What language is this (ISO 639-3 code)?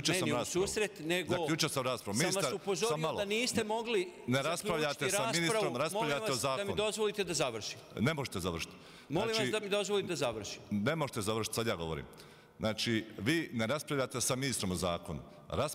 bos